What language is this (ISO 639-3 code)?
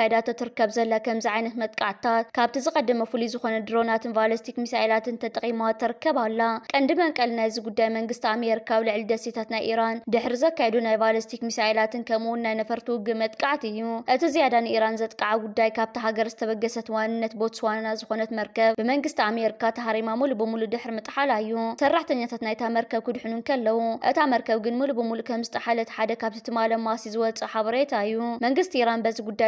tir